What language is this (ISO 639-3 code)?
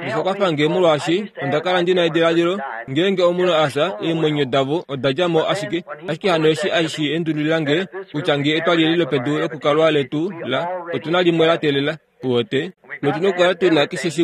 kua